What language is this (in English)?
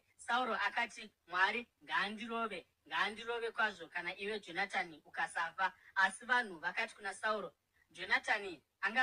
Shona